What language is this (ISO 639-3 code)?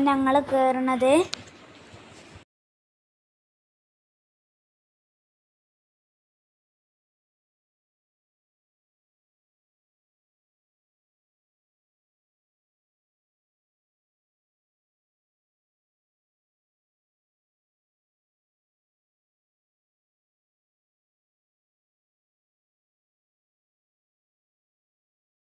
mal